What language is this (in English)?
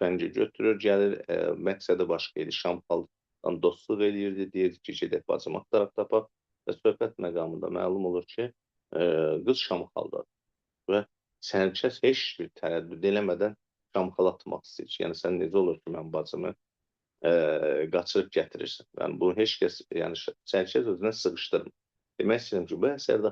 Azerbaijani